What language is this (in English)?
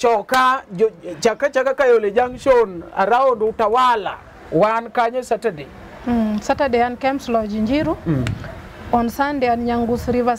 Luo (Kenya and Tanzania)